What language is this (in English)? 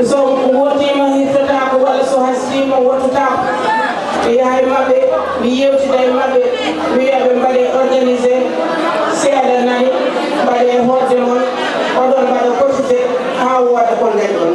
Fula